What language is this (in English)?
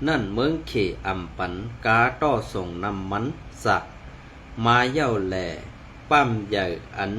Shan